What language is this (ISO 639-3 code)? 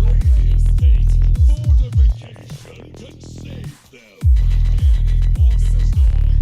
sah